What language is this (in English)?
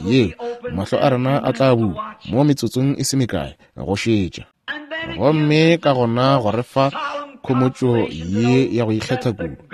Northern Sotho